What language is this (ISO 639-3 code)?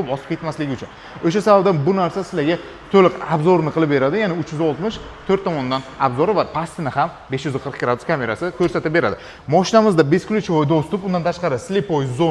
uzb